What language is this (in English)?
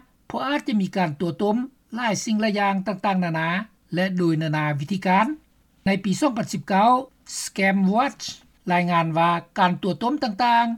Lao